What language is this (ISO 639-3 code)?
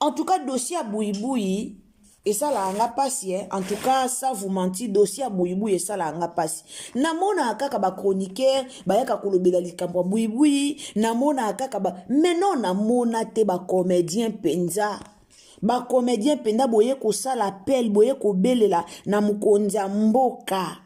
lin